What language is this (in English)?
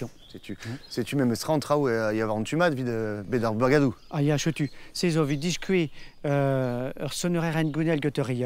Breton